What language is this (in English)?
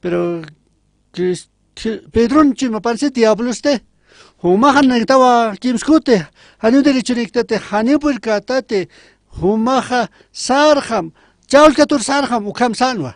Aymara